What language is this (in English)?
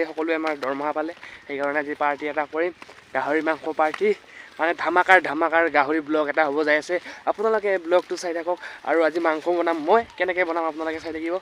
Assamese